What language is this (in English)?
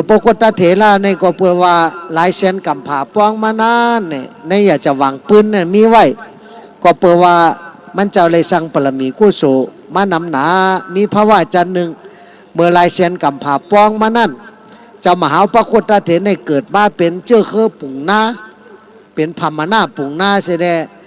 Shan